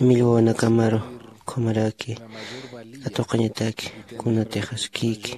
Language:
Aymara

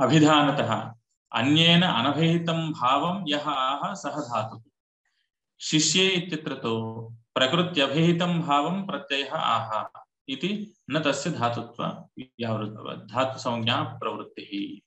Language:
Sanskrit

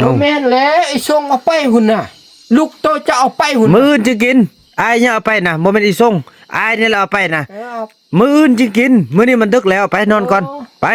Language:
Northeastern Thai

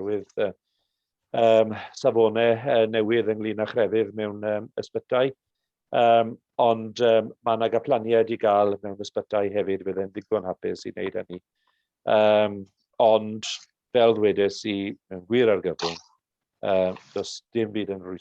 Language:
Welsh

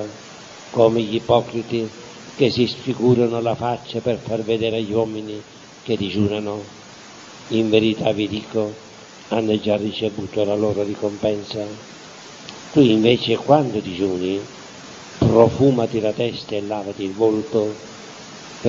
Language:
Italian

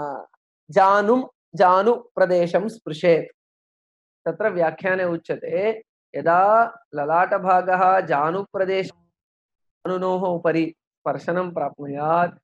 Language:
Sanskrit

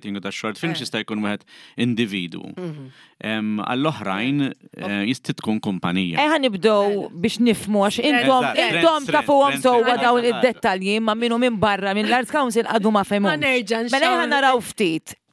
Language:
Maltese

